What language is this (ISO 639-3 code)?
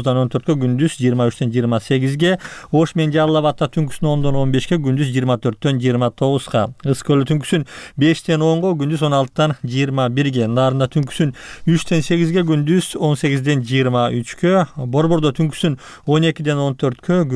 kir